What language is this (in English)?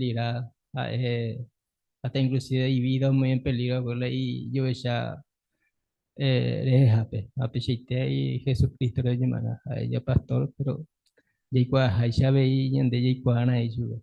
Guarani